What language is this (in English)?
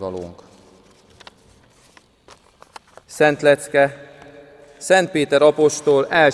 Hungarian